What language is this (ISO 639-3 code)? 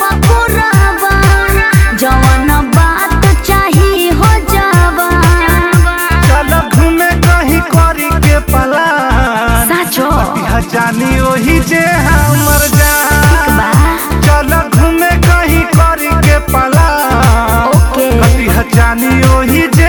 bho